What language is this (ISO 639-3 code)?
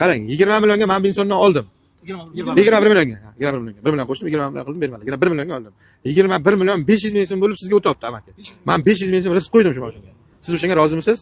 uzb